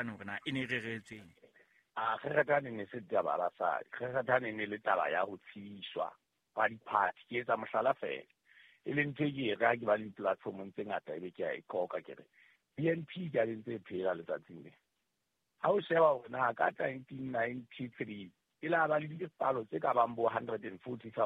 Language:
Southern Sotho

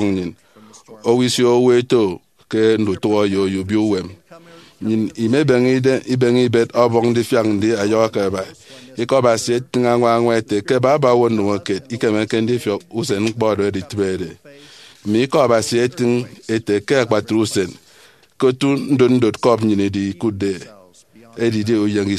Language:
Efik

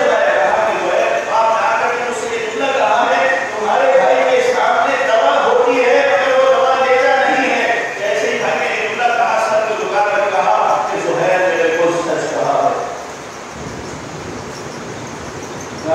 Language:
Urdu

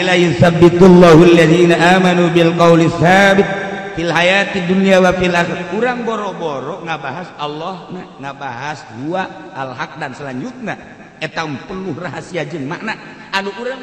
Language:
Sundanese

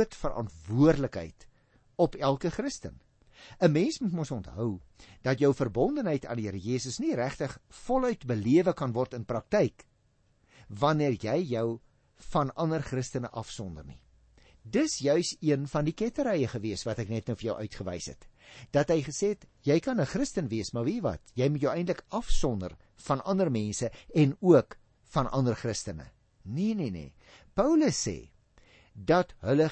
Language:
Afrikaans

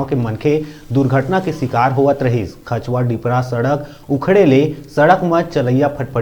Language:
Chhattisgarhi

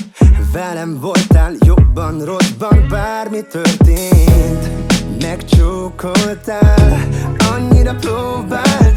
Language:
Hungarian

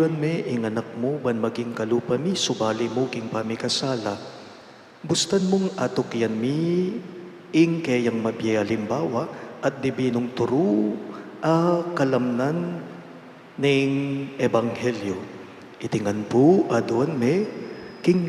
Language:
Pampanga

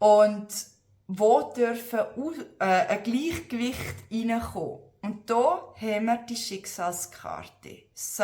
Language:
Swiss German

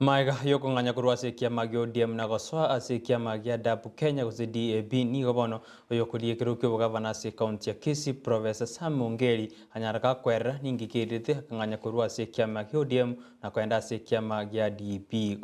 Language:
Gusii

